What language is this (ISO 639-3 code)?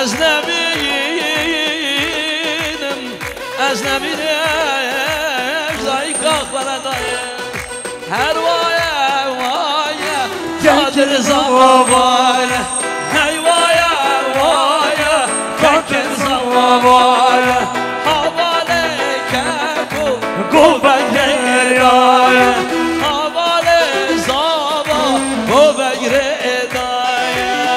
kur